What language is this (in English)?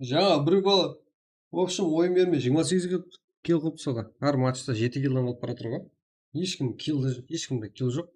Kara-Kalpak